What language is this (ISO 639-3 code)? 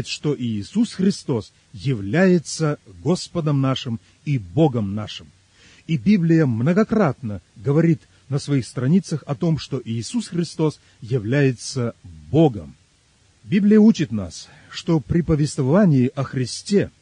rus